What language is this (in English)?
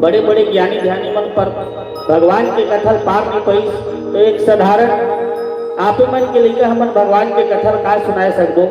Chhattisgarhi